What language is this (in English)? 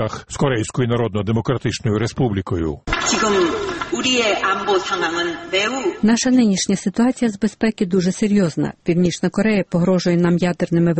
Ukrainian